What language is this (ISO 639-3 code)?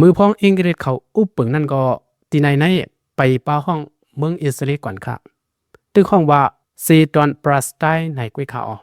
lao